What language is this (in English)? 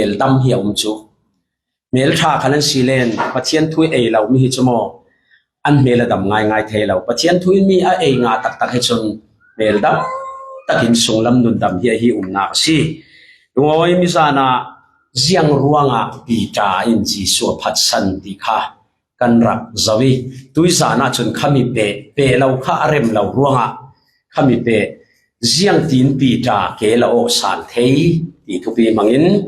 Falam Chin